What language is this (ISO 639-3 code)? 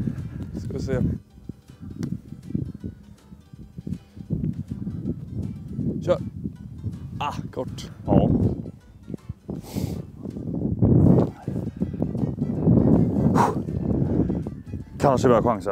swe